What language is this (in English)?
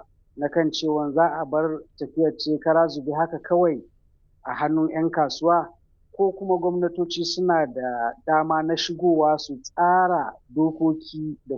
Hausa